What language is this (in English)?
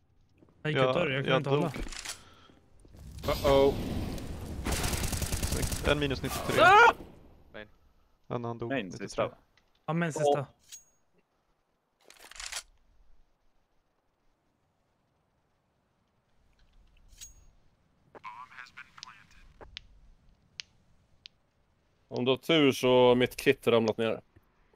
Swedish